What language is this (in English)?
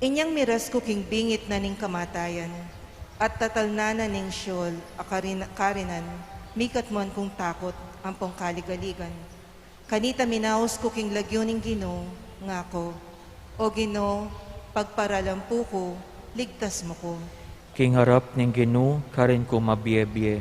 Pampanga